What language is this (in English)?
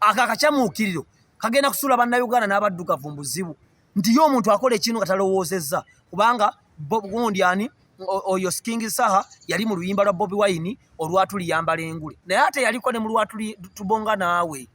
Ganda